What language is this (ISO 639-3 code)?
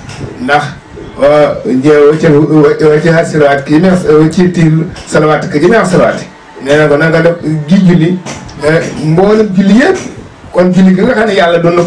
wol